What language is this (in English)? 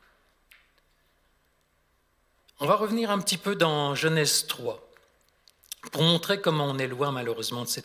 French